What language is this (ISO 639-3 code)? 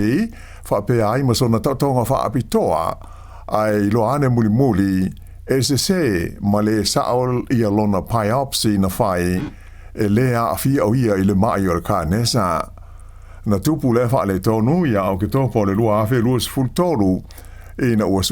smo